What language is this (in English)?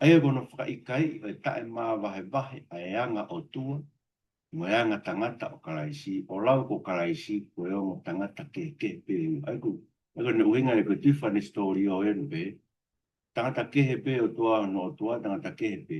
Tongan